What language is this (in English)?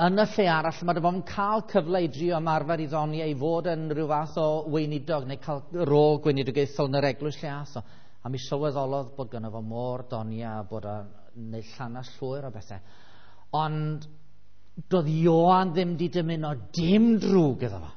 Welsh